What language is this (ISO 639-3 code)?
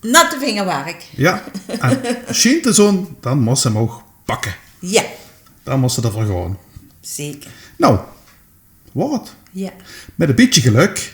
lim